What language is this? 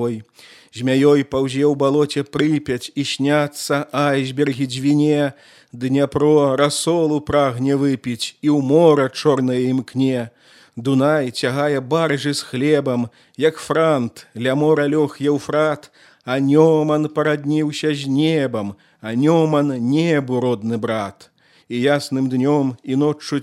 Belarusian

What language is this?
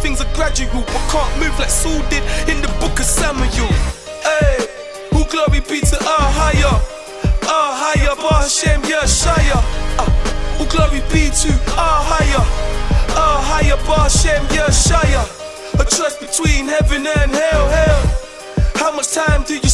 English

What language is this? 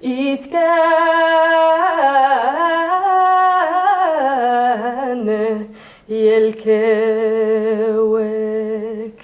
Bashkir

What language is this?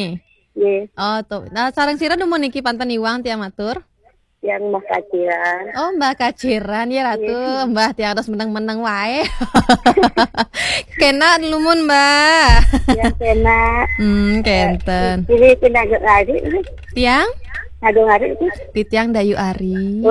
Balinese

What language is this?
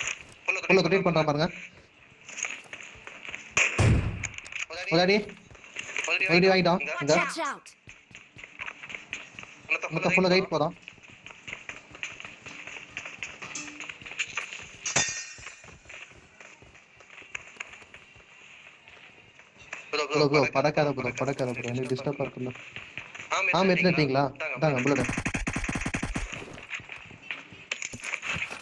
Tamil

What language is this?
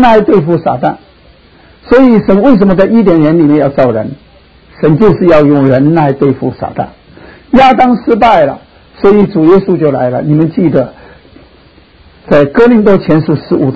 Chinese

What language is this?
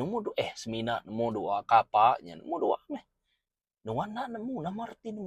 Iban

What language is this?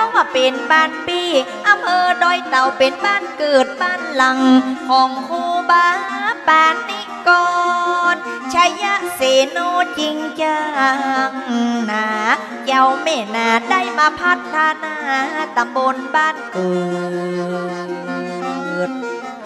Northern Thai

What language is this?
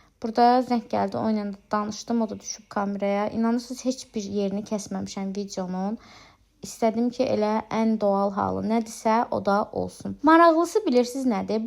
Azerbaijani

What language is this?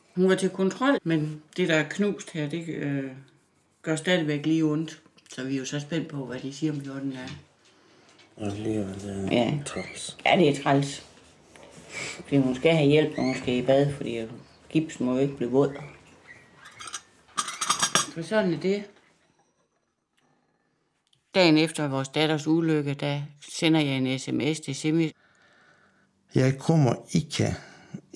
Danish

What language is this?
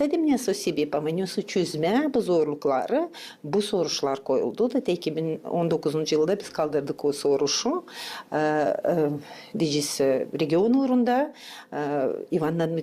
Gagauz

